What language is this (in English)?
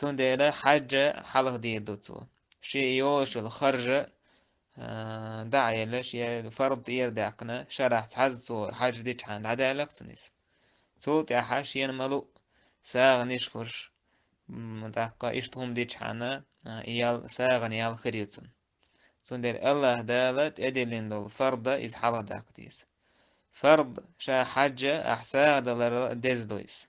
Chechen